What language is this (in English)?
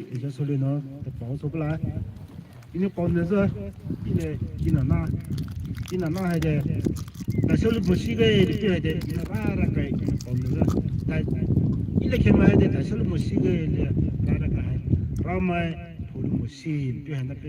Poumei Naga